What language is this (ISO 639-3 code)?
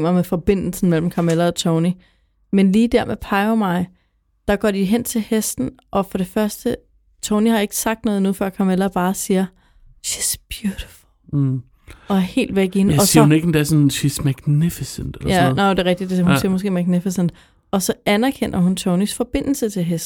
dan